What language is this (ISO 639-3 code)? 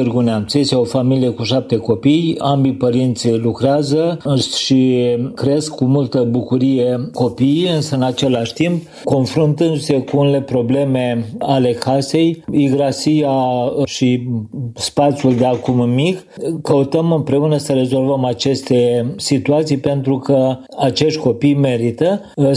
ron